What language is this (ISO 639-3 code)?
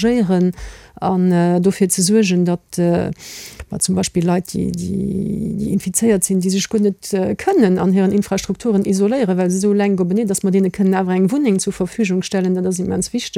ltz